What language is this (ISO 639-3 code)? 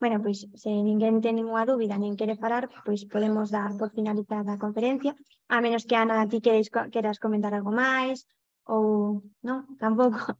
glg